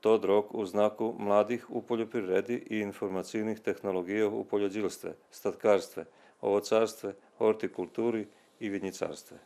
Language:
Rusyn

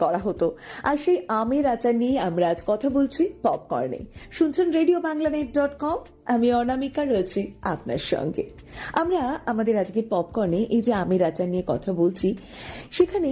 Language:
Bangla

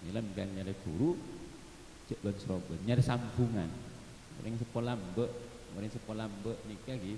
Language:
Madurese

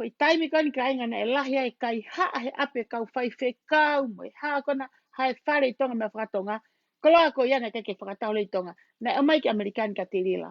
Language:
Tongan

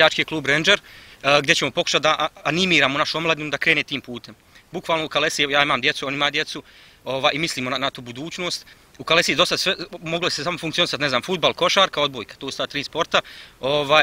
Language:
Bosnian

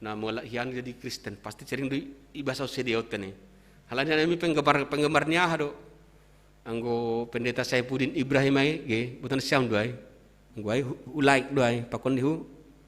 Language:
Batak Simalungun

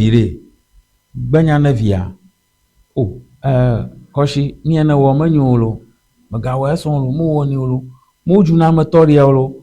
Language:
Ewe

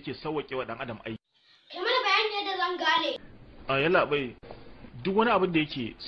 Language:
Hausa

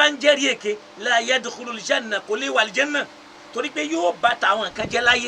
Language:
Yoruba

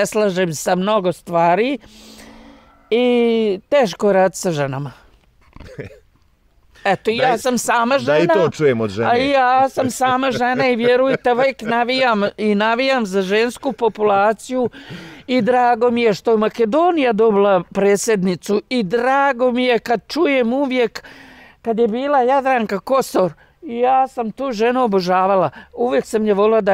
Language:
Bosnian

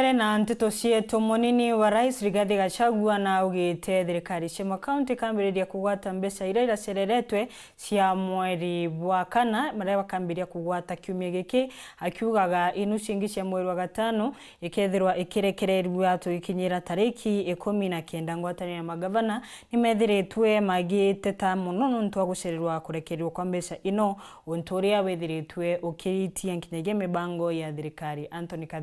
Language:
Meru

